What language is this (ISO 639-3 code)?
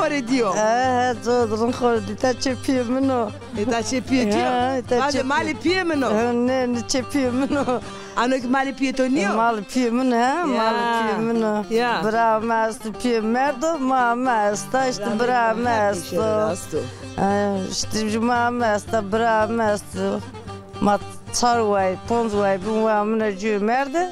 zza